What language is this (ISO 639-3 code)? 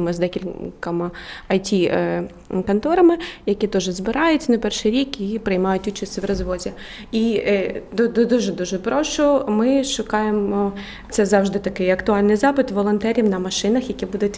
ukr